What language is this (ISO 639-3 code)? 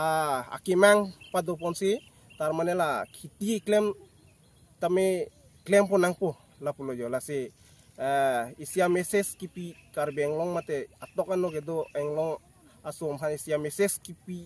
mjw